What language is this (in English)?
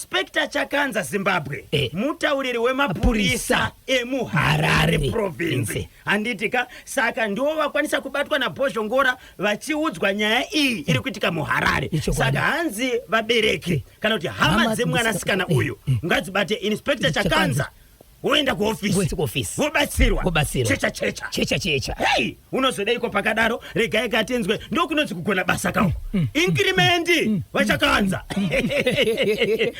Shona